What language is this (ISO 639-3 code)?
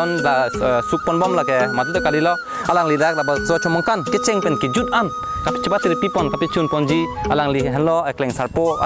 mjw